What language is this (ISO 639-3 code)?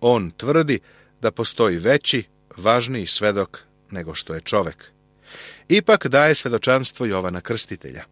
srp